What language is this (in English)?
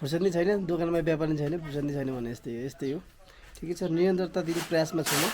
Nepali